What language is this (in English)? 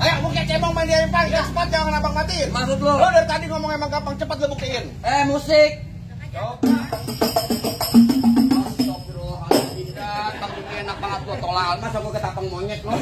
Betawi